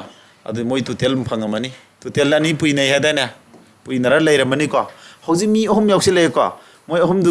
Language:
Manipuri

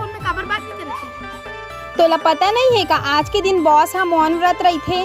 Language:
Chhattisgarhi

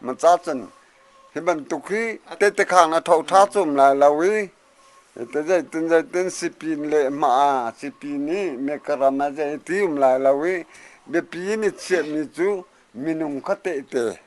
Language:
Hakha Chin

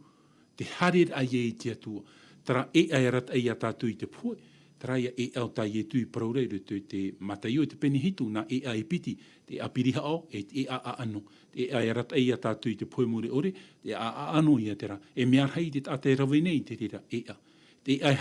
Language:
Tahitian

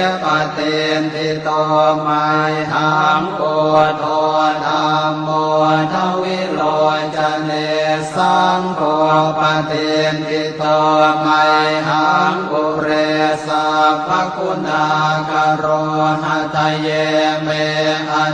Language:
Pali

